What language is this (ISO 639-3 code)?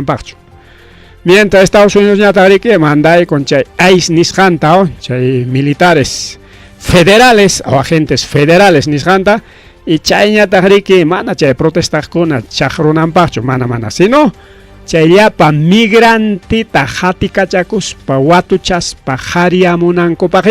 quy